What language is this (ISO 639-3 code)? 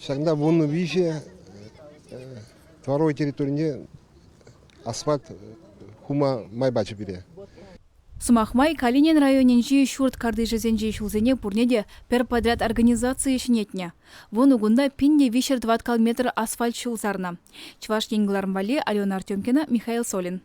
chv